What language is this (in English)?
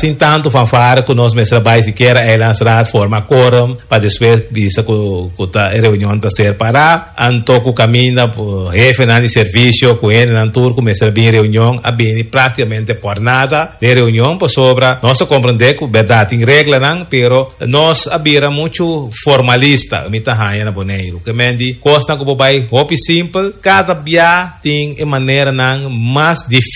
Papiamento